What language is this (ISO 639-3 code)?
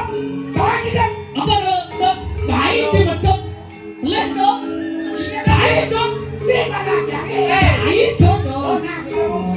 ban